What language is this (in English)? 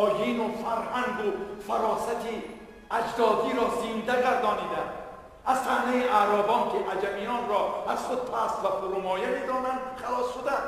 Tajik